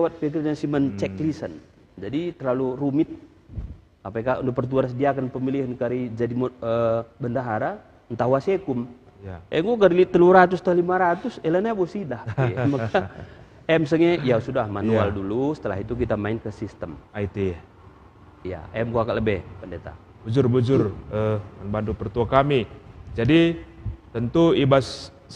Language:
Batak Karo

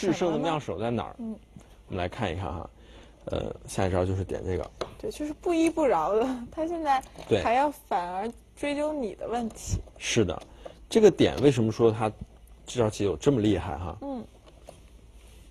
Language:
Chinese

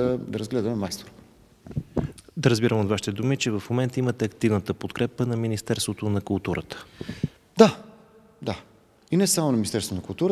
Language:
Bulgarian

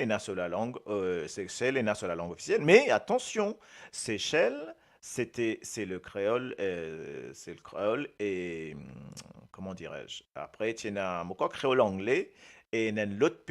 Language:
Morisyen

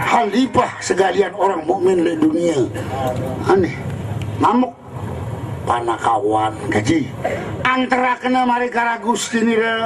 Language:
Sasak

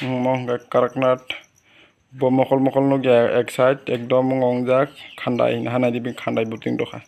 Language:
Kok Borok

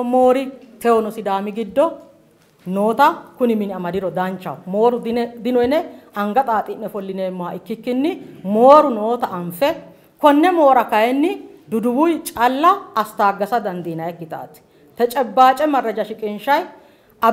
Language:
Sidamo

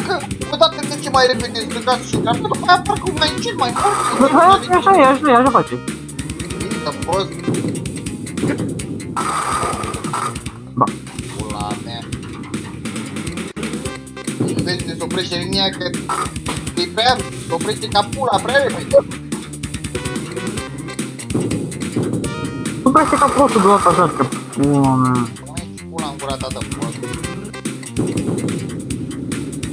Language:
Romanian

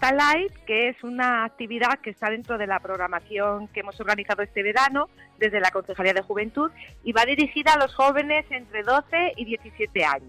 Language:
Spanish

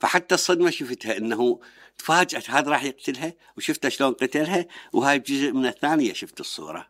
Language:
Mesopotamian Arabic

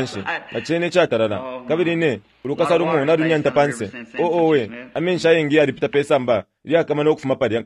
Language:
Bemba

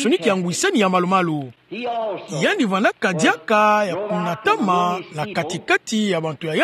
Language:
Kituba (Democratic Republic of Congo)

